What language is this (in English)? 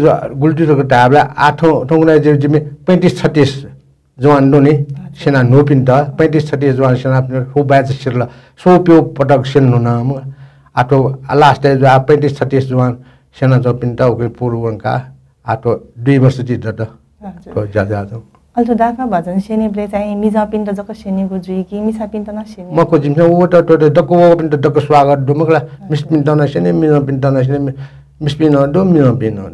Newari